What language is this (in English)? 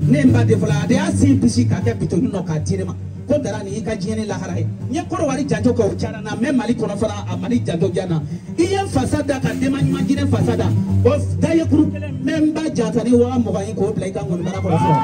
Bambara